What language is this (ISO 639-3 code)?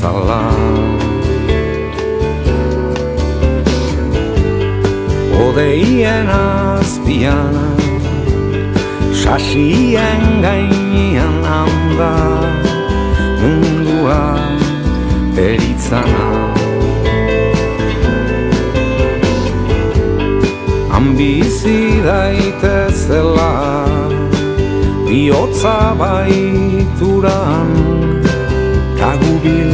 eus